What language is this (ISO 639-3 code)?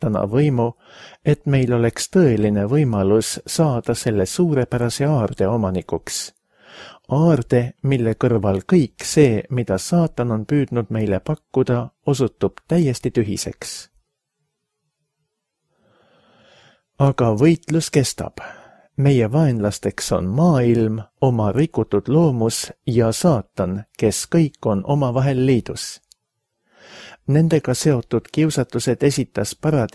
est